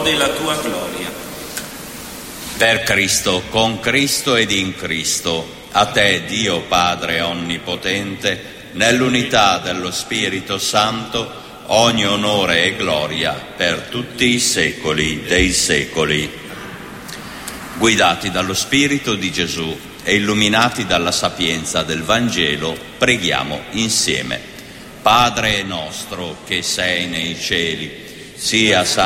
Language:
Italian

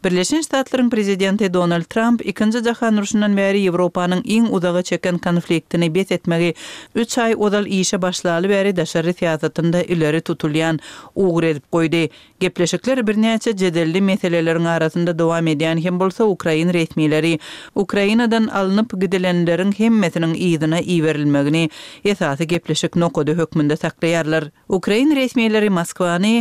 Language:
Turkmen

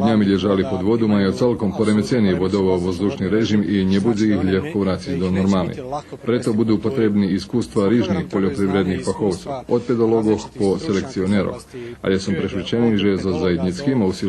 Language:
Rusyn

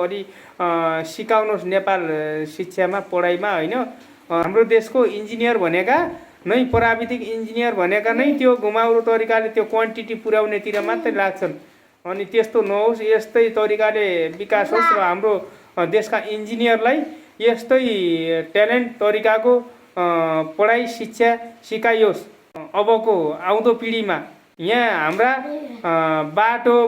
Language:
Nepali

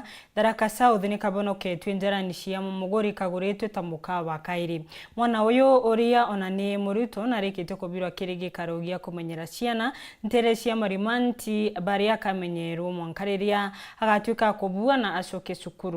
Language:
Meru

